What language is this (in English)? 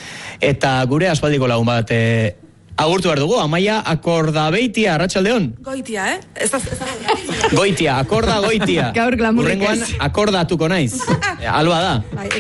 Basque